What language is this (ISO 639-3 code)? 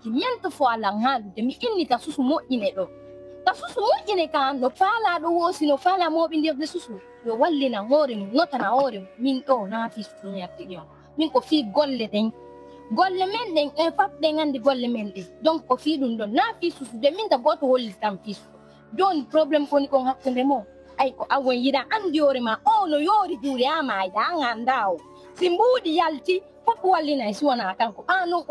ful